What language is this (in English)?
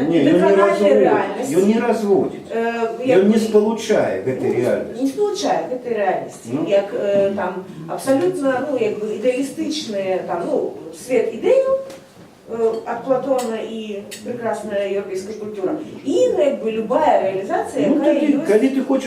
Belarusian